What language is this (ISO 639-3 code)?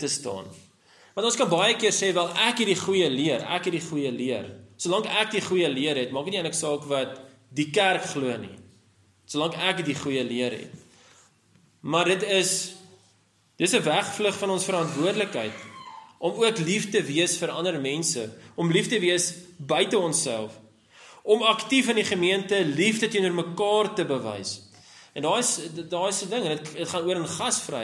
afr